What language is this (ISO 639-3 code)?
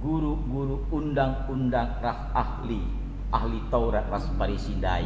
btx